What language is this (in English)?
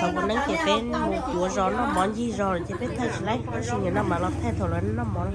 Hmong